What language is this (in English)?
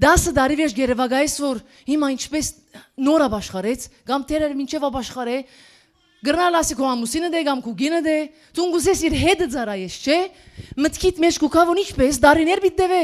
Western Armenian